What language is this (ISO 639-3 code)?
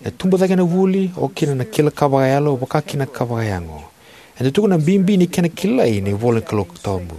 fij